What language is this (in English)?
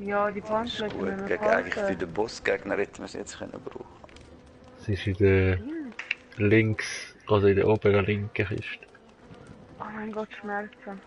Swiss German